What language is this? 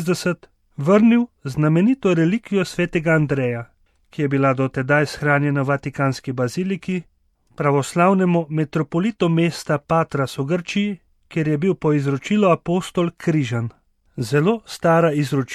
Slovenian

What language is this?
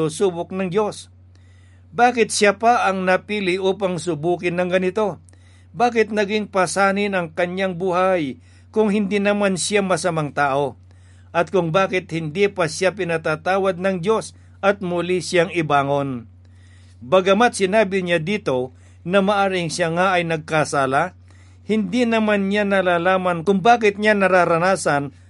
Filipino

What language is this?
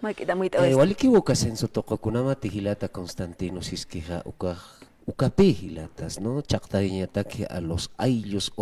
Aymara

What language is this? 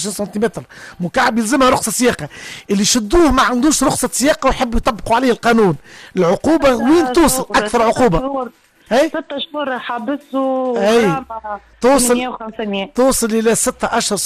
Tunisian Arabic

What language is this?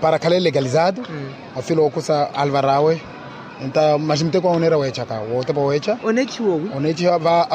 Makhuwa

